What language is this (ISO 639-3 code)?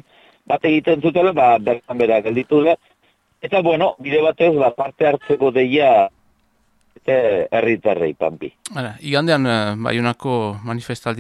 eus